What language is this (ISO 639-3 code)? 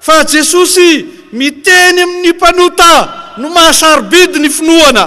mlg